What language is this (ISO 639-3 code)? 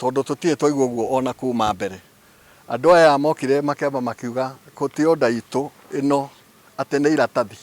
kik